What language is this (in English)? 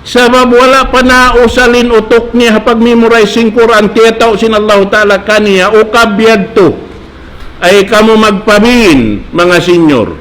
Tausug